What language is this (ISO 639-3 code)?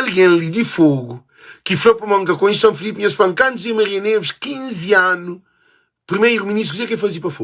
kea